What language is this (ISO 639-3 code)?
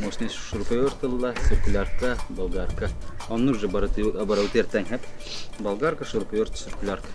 sah